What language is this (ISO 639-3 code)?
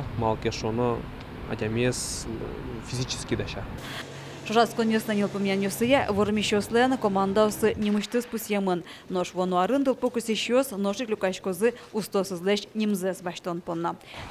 udm